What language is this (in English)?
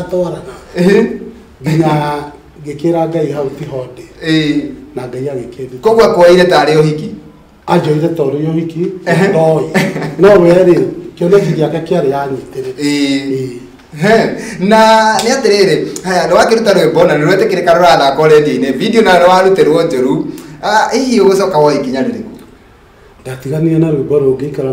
Kikuyu